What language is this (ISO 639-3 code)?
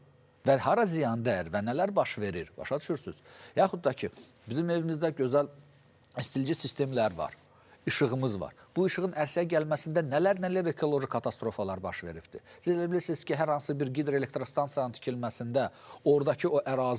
aze